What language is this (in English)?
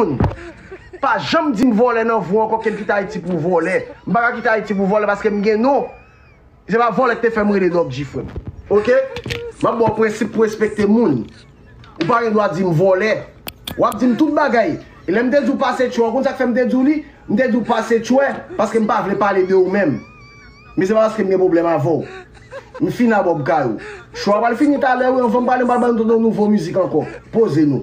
Haitian Creole